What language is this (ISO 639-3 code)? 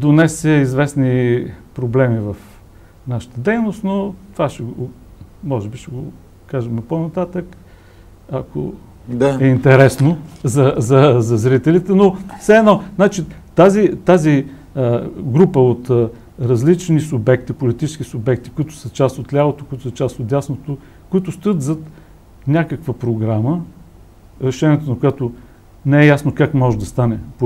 bul